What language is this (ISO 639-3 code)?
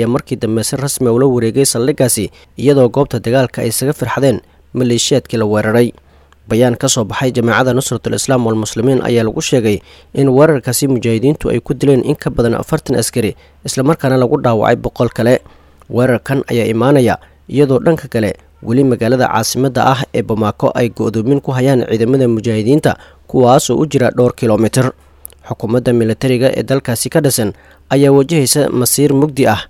som